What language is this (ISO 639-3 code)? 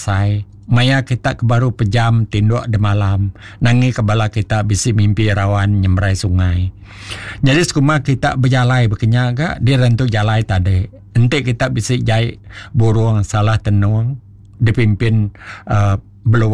iba